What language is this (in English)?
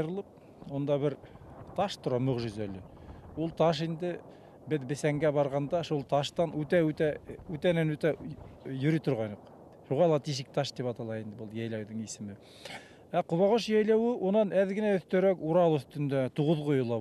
Bashkir